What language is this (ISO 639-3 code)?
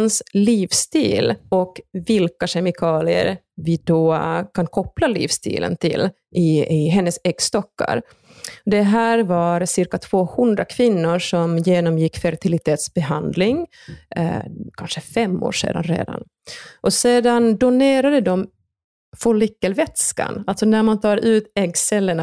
swe